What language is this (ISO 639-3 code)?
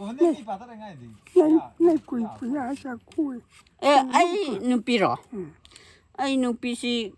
mni